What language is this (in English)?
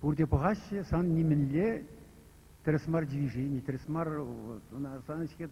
Chuvash